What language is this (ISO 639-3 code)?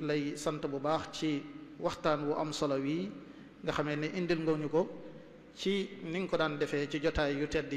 wol